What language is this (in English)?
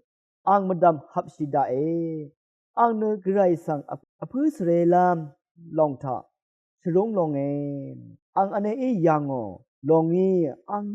Rawang